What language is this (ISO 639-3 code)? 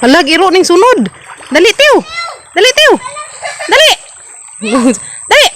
ceb